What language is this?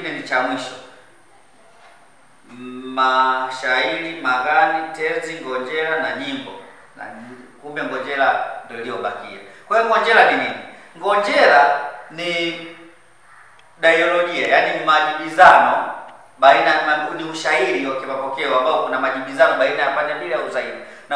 Swahili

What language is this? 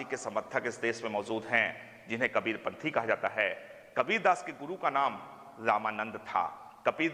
Hindi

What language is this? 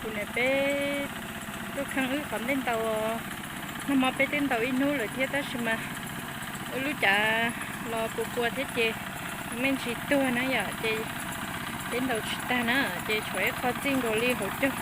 Hmong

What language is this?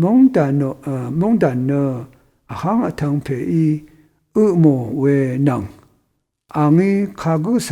Rawang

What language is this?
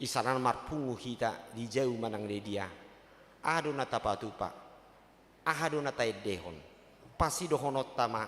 Batak Toba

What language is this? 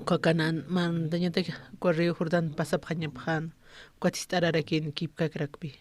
Aymara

